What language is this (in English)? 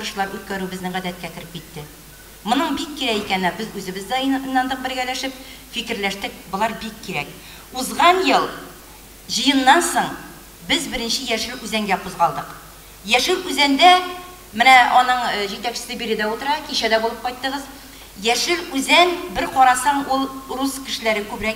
Tatar